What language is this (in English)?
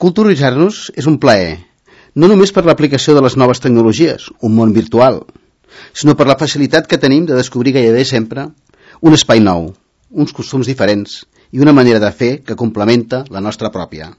Catalan